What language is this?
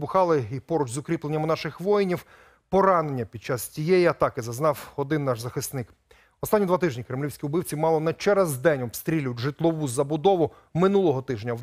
Ukrainian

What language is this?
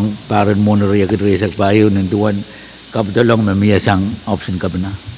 Pohnpeian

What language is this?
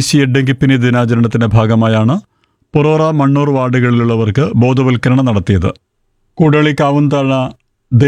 Malayalam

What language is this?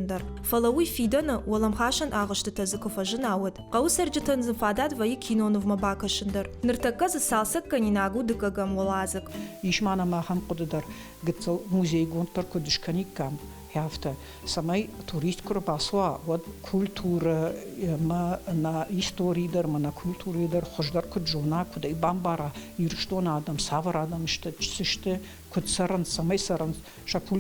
Ossetic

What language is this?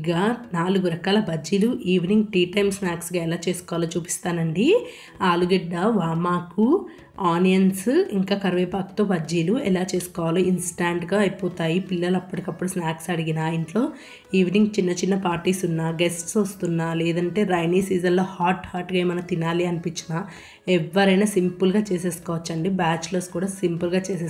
Telugu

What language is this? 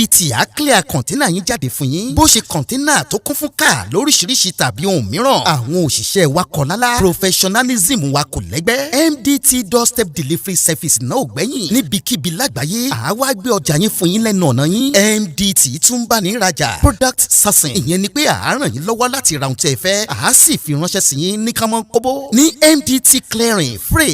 Yoruba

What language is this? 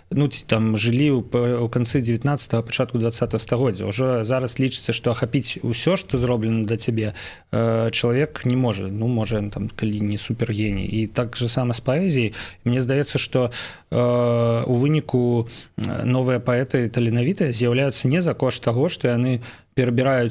Belarusian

